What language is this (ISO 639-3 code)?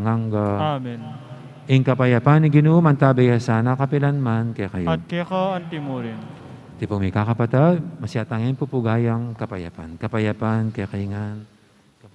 pam